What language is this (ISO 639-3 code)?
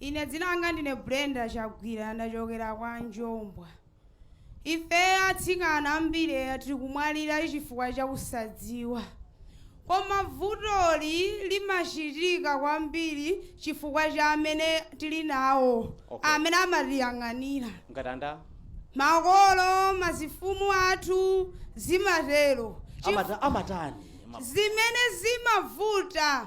nya